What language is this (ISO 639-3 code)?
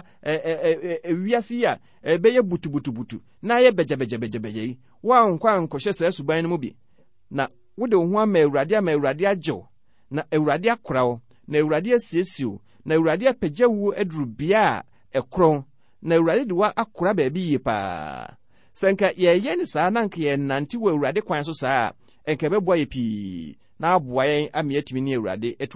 aka